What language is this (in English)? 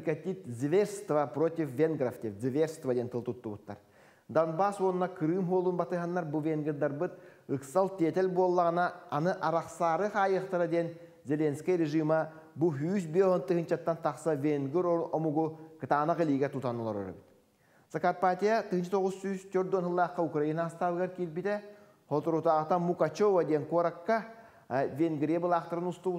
Yakut